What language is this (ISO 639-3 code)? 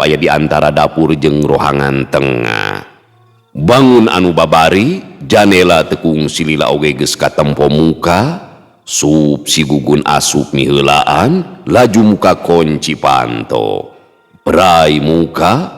sun